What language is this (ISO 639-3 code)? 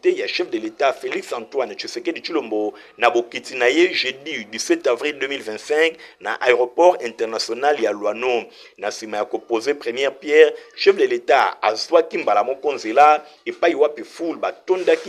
lin